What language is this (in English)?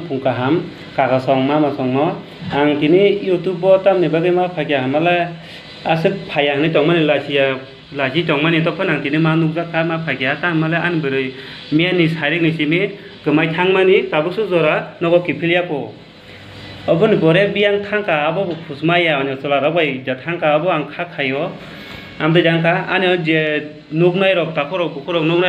Kok Borok